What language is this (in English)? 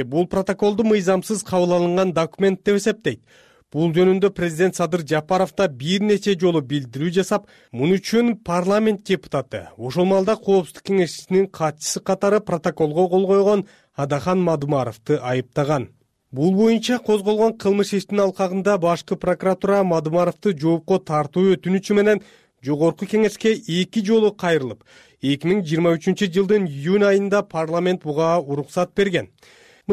Kyrgyz